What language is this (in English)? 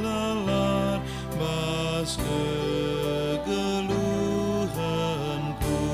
Batak Karo